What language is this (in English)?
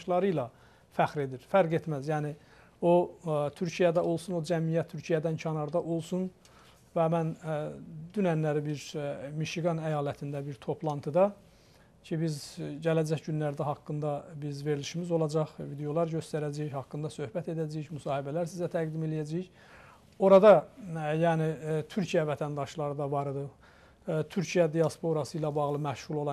Azerbaijani